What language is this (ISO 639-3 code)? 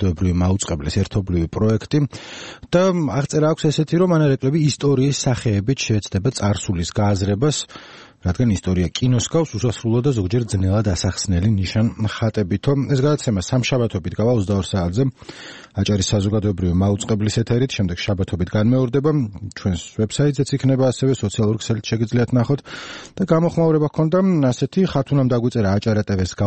kat